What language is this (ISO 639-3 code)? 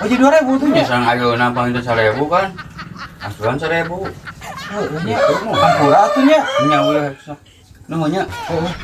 sun